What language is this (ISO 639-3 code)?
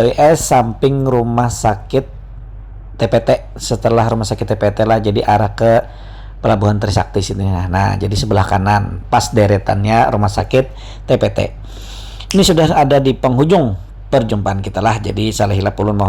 bjn